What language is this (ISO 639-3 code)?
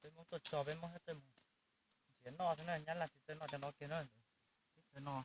hmn